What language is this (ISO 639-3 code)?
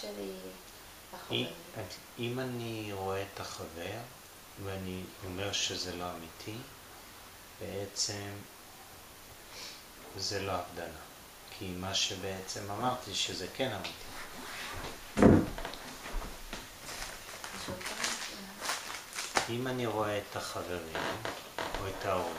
heb